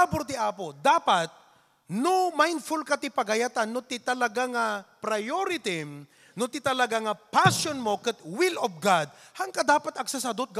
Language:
Iloko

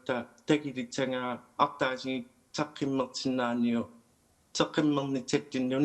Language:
Kalaallisut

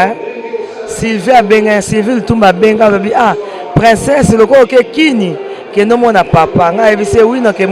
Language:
Lingala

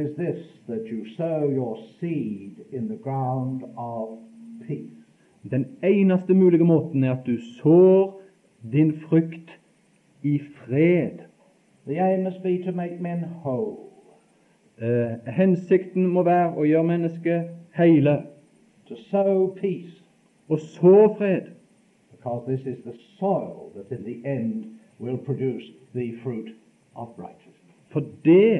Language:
Norwegian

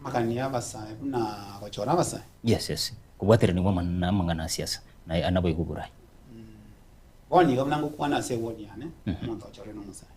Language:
Gusii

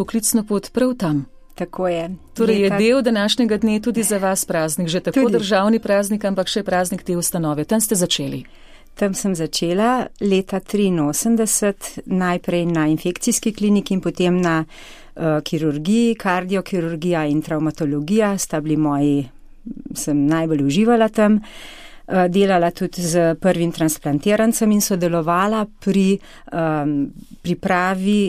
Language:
Slovenian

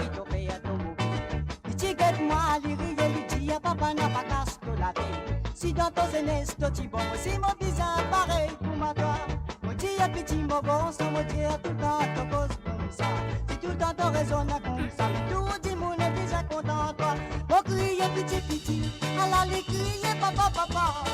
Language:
Morisyen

